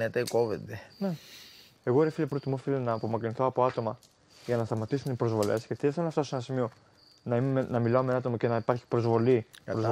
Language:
Greek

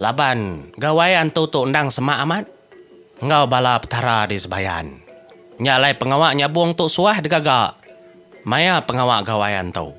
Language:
Iban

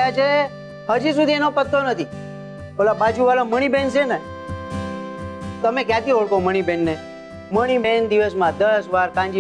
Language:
Gujarati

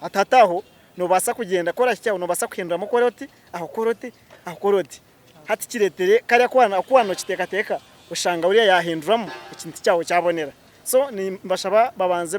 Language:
Nyankole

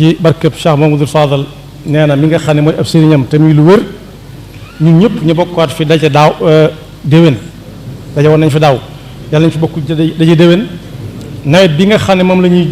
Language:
Wolof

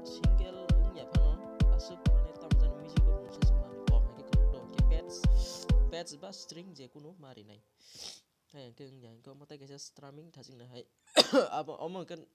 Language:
Kok Borok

